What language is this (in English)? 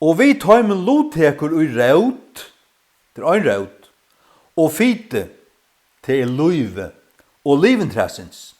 Faroese